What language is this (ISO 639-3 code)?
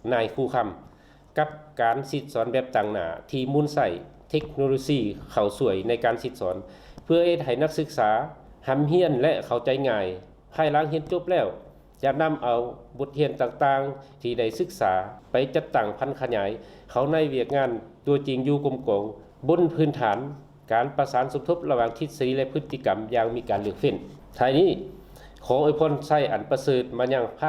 lao